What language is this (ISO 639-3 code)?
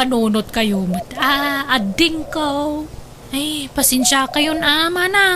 ilo